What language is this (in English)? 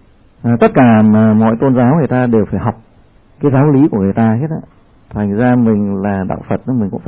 Vietnamese